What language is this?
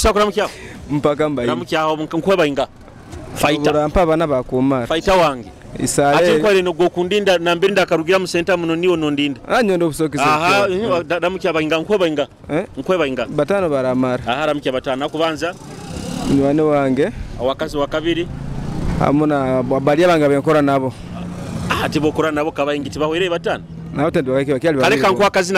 Nyoro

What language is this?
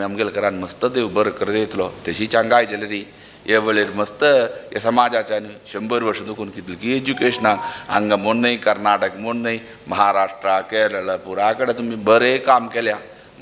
Konkani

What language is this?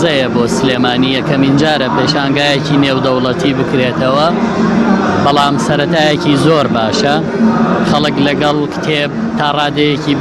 Central Kurdish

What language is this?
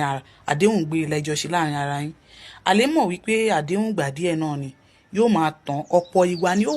Yoruba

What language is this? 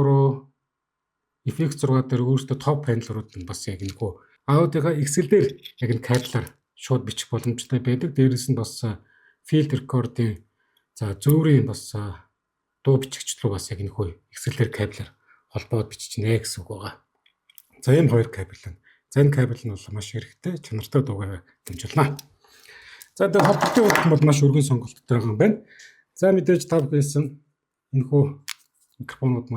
Mongolian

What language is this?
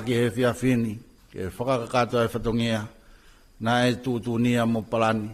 Tongan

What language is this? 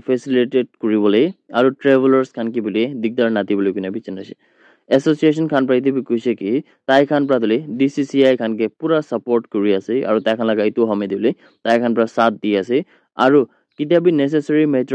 Naga Pidgin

